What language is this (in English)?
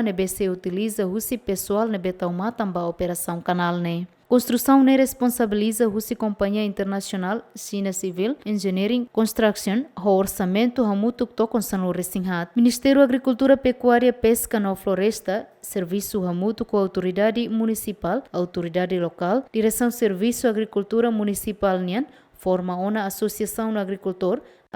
Tetum